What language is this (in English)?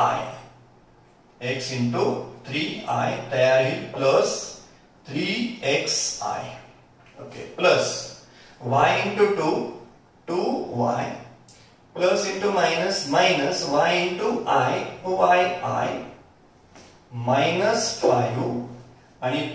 Marathi